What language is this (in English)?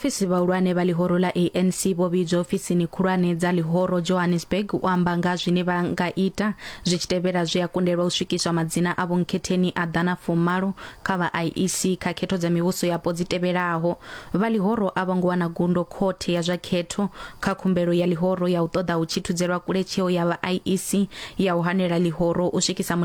Venda